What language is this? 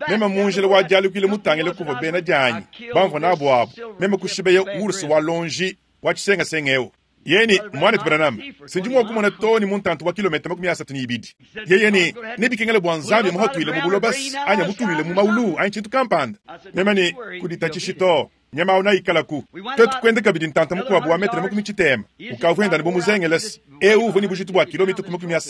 Luba-Lulua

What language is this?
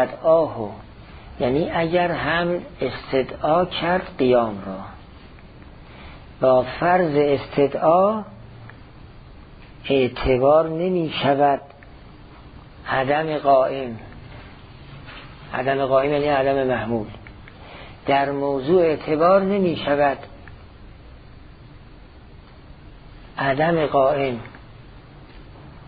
Persian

